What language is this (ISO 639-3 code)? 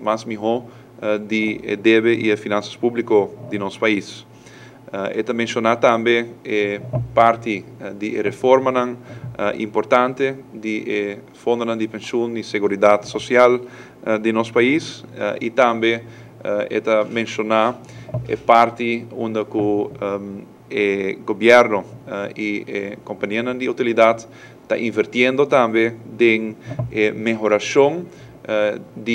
pap